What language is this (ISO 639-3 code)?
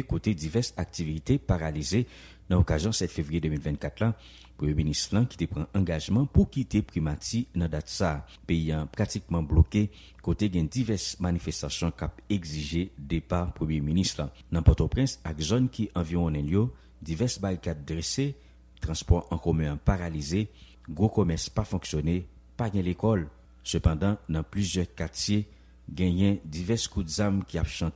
hat